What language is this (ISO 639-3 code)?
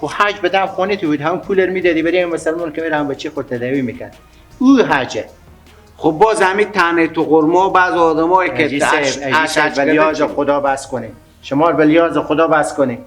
fas